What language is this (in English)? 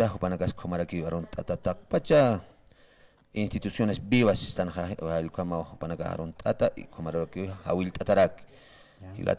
Aymara